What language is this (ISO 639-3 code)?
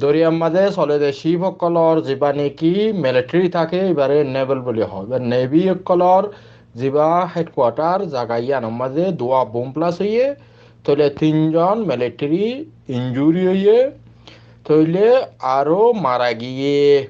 rhg